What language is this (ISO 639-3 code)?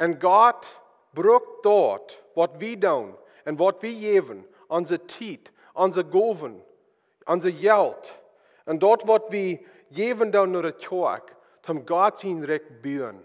pdt